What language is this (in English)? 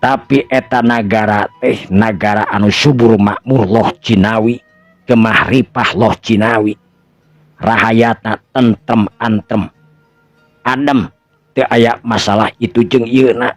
Sundanese